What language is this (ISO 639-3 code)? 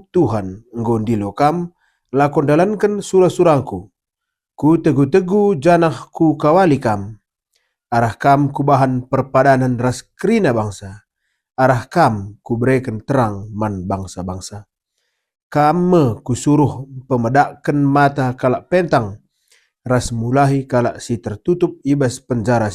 btx